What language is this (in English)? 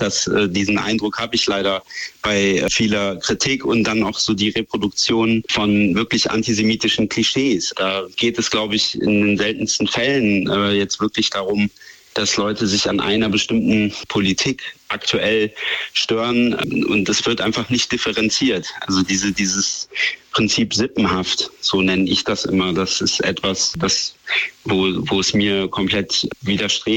German